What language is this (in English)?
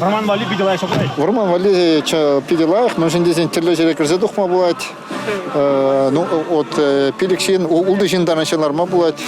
Chuvash